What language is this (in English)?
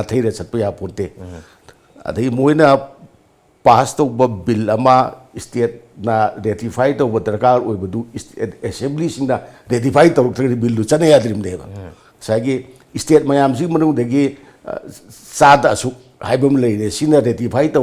Manipuri